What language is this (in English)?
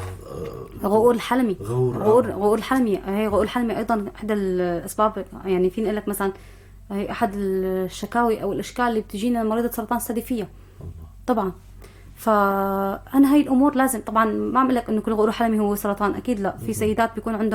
North Levantine Arabic